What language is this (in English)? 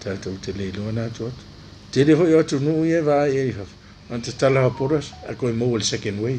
Samoan